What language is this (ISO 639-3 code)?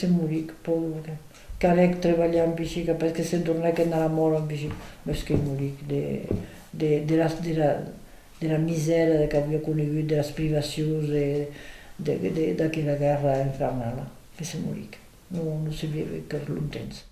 oci